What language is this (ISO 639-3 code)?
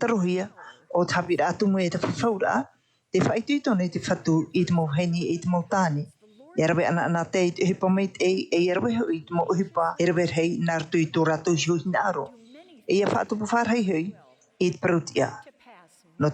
tah